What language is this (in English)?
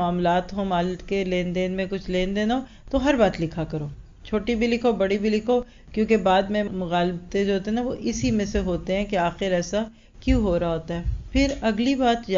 Urdu